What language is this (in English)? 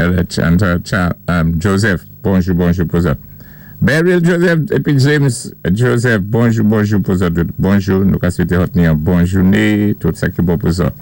Saint Lucian Creole French